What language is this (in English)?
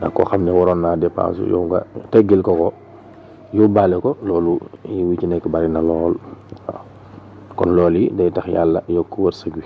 Wolof